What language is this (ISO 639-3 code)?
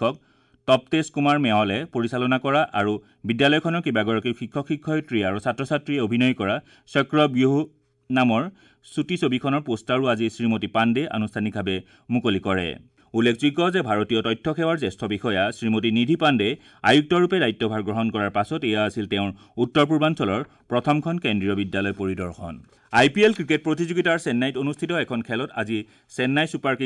asm